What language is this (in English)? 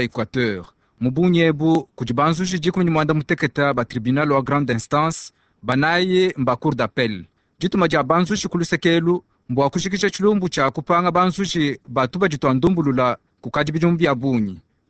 Luba-Lulua